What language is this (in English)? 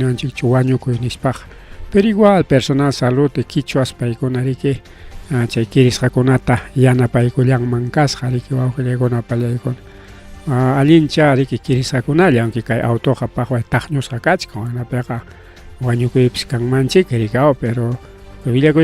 Ayacucho Quechua